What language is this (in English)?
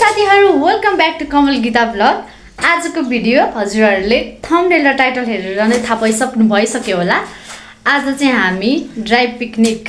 Nepali